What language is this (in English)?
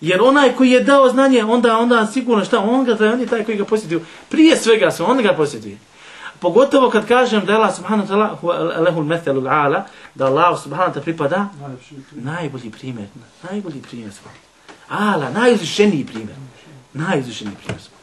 Bosnian